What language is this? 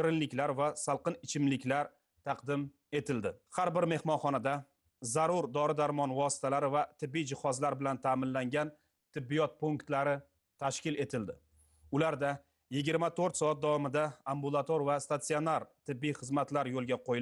Uzbek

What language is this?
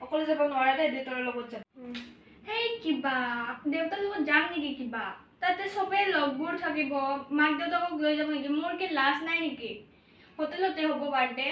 Assamese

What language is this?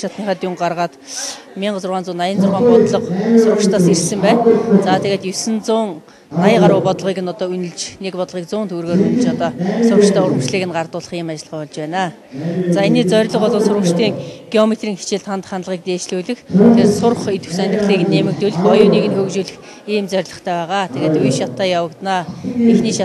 Mongolian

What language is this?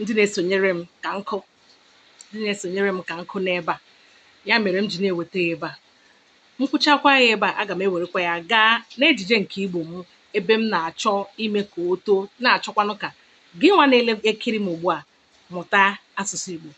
Igbo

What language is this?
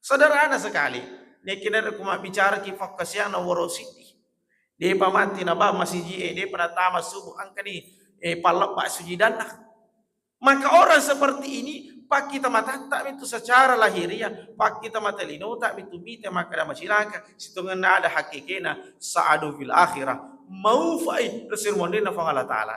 Buginese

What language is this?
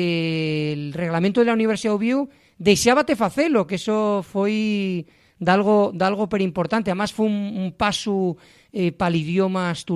Asturian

